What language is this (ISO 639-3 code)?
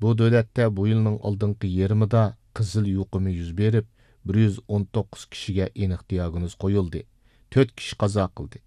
uig